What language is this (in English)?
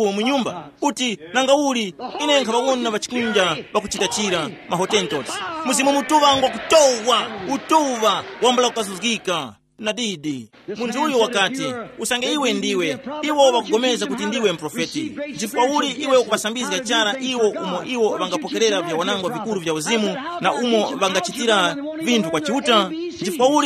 Tumbuka